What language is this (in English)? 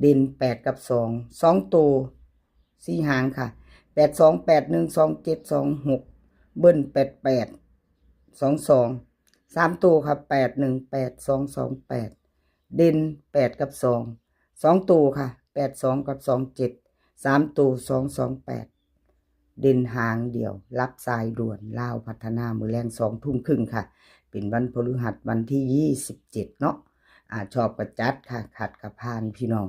Northeastern Thai